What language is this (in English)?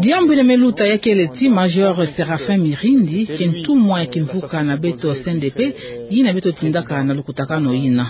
Kituba (Democratic Republic of Congo)